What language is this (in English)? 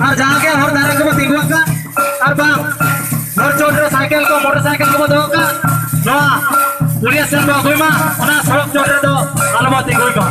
Santali